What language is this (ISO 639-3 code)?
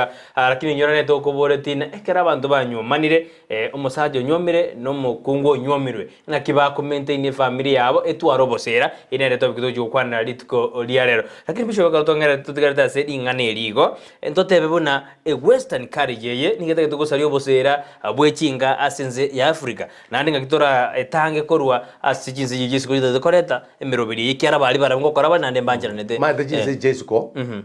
guz